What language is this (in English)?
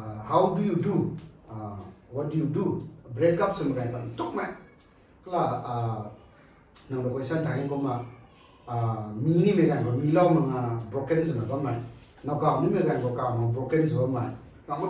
Rongmei Naga